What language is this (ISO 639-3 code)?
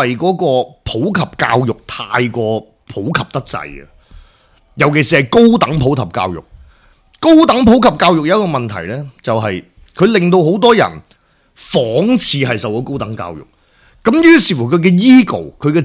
yue